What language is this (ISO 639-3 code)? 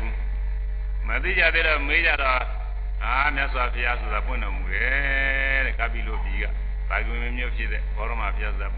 mya